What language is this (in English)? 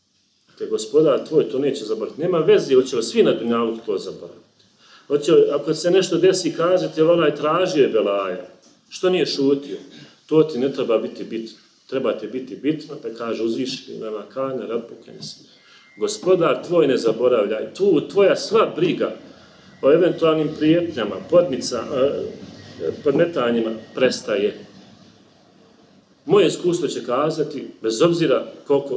Bosnian